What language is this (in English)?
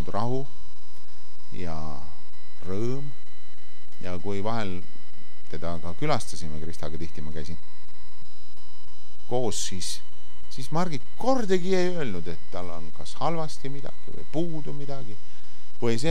Estonian